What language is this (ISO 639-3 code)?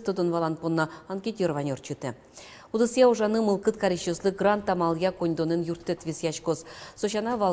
udm